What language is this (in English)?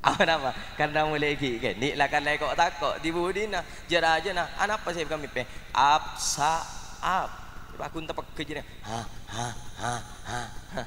Madurese